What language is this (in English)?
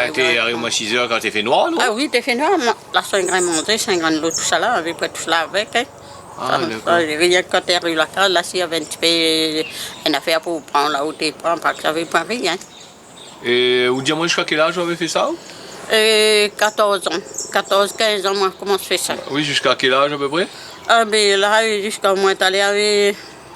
Réunion Creole French